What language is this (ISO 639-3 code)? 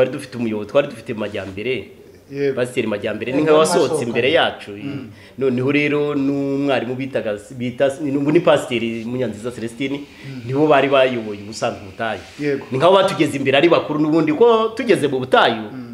kin